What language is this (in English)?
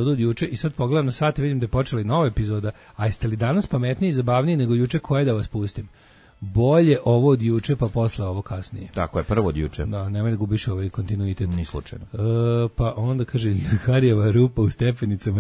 Serbian